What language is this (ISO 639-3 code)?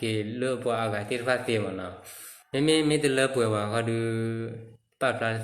ksw